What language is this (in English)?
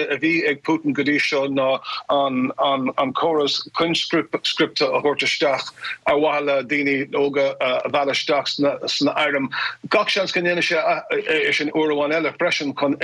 Irish